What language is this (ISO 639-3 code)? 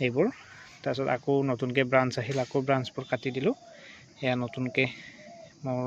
asm